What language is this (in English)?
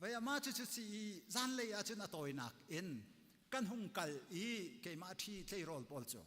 Hakha Chin